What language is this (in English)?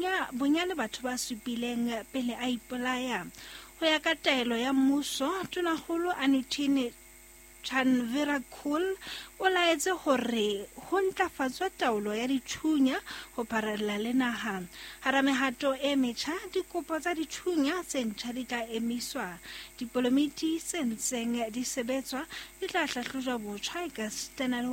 Southern Sotho